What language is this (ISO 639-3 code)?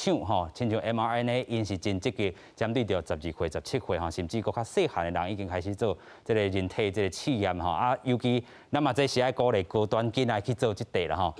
nan